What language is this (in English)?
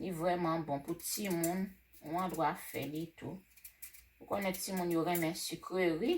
Haitian Creole